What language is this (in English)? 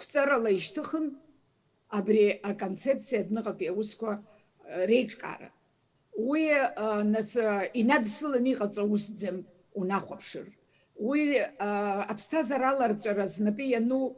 Abkhazian